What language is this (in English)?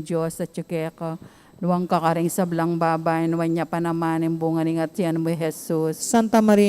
Pampanga